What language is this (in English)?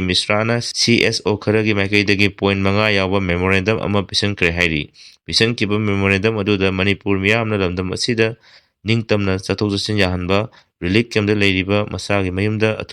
Manipuri